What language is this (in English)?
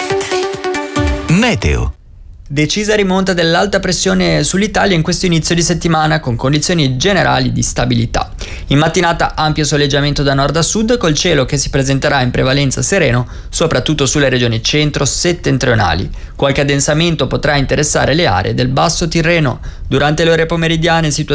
Italian